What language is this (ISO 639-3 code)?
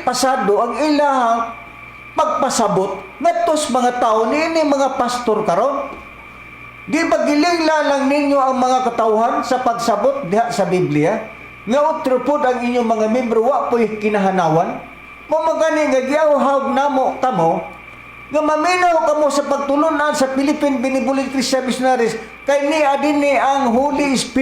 ceb